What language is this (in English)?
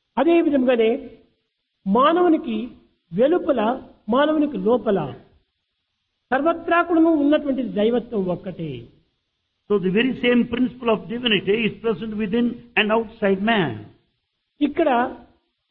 Telugu